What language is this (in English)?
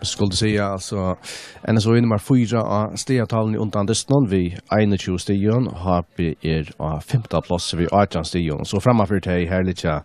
Faroese